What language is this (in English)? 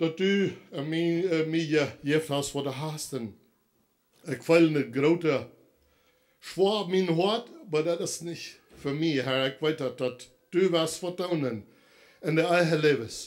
Plautdietsch